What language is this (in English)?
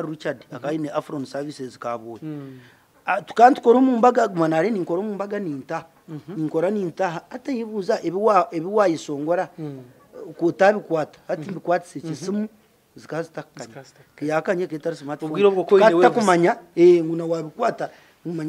Nyankole